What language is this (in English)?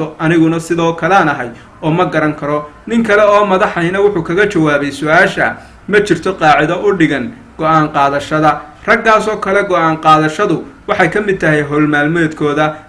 Somali